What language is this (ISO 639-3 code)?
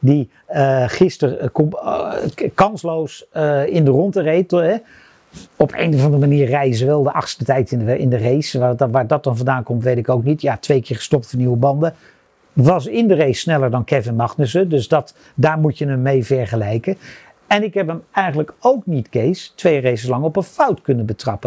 nld